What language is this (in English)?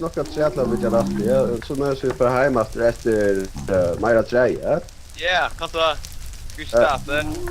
Faroese